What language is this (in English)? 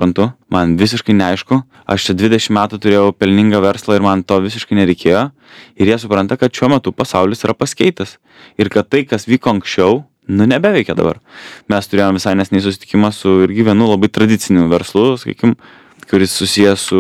Lithuanian